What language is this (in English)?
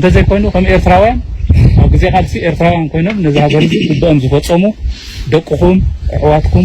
Tigrinya